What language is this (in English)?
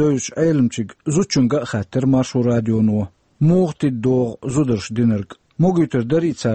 Chechen